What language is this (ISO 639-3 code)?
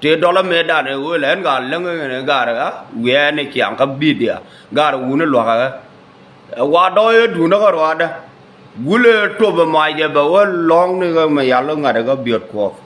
nus